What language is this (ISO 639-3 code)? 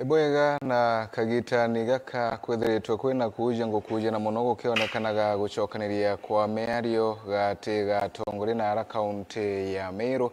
mer